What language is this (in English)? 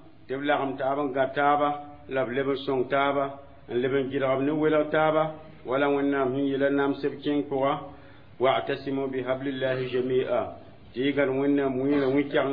Mossi